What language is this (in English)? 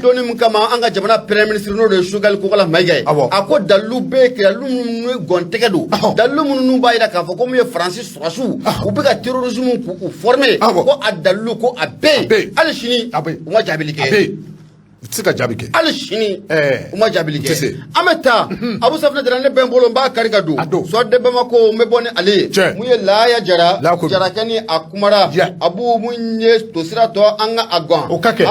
Bambara